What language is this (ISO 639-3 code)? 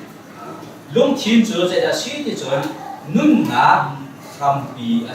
cnh